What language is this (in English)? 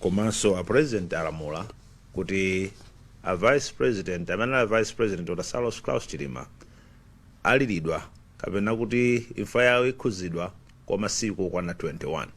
Nyanja